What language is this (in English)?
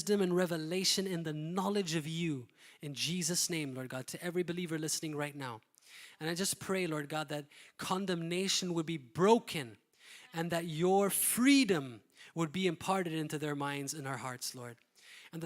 English